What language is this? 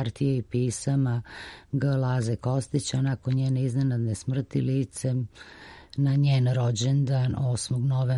Serbian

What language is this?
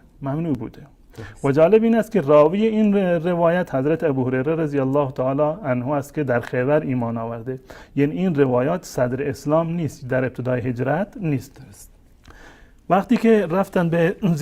Persian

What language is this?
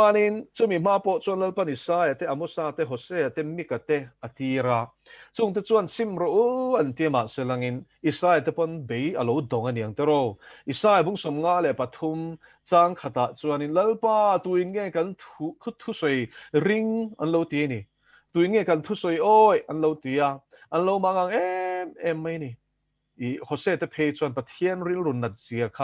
Mizo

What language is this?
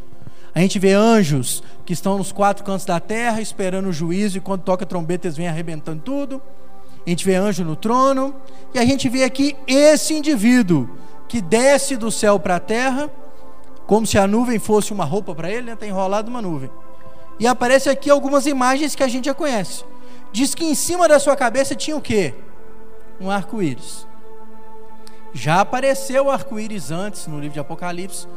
Portuguese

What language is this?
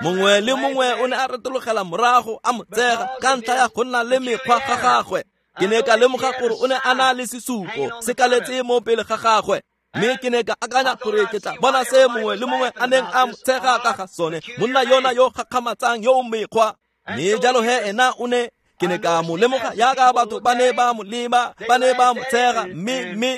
Tswana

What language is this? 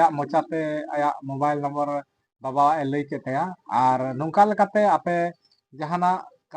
Santali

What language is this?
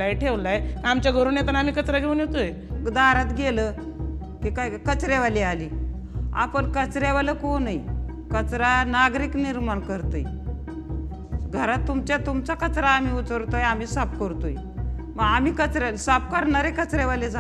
Marathi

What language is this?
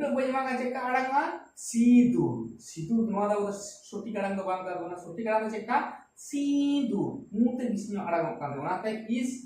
Santali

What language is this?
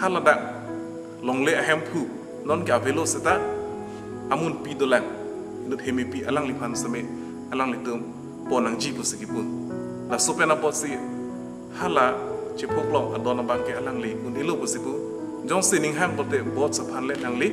Karbi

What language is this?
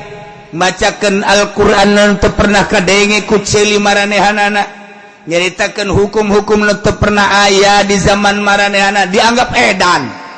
Sundanese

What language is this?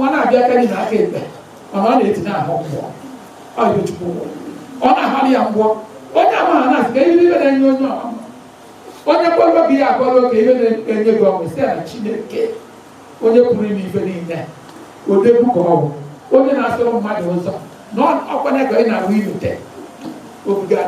Igbo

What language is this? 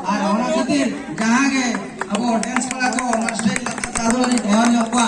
Santali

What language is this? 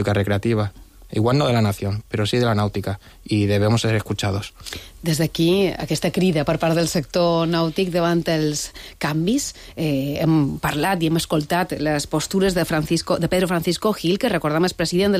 Catalan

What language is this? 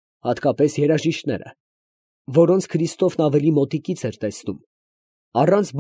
Armenian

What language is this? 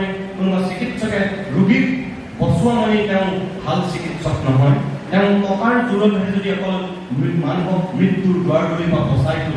Assamese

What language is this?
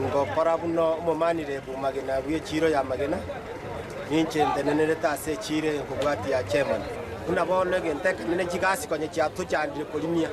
Gusii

